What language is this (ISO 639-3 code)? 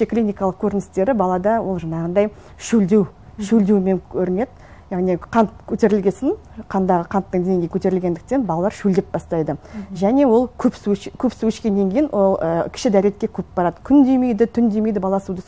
kaz